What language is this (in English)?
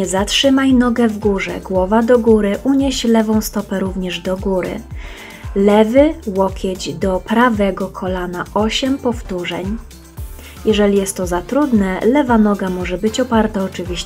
Polish